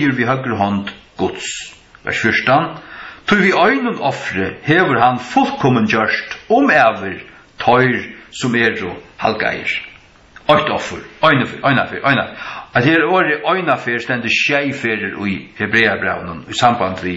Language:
Faroese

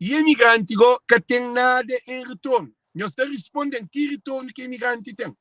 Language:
Kabuverdianu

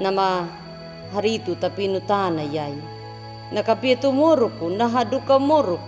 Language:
Anakalangu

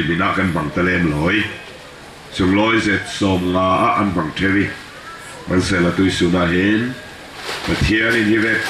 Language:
Falam Chin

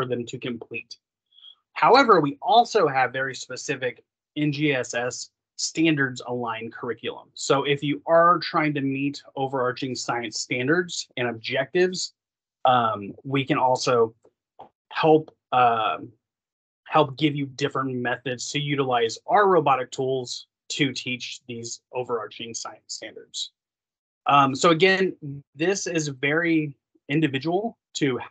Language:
English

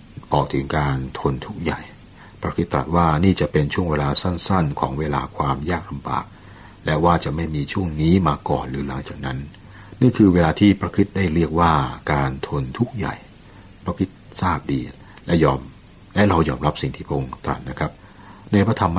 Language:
Thai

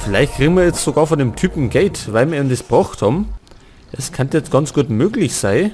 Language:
Bavarian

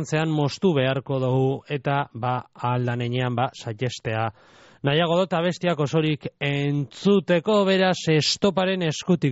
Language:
Basque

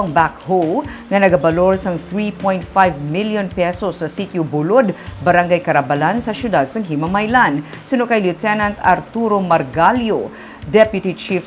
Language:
Hiligaynon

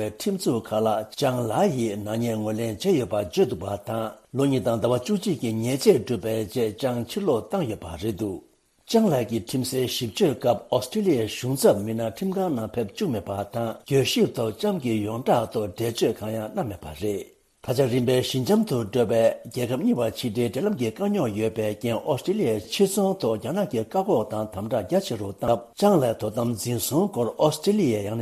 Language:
Tibetan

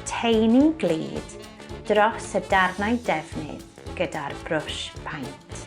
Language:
Welsh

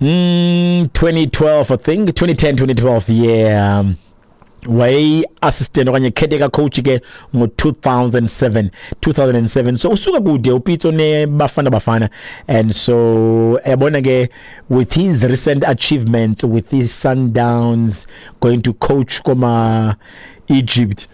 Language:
Xhosa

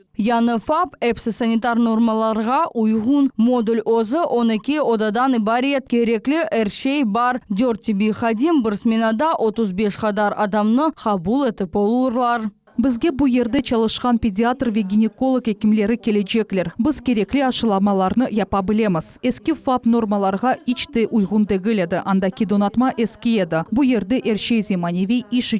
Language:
Crimean Tatar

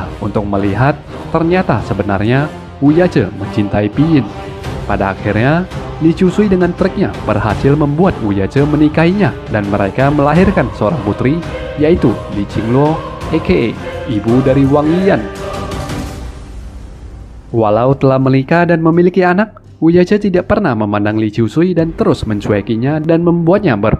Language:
Indonesian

